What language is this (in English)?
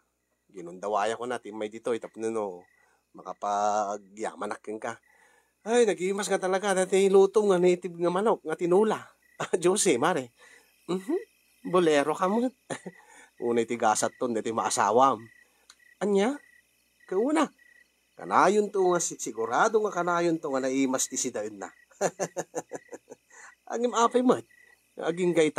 Iloko